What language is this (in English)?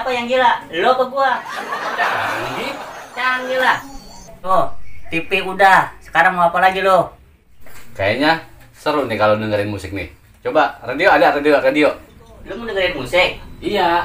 Betawi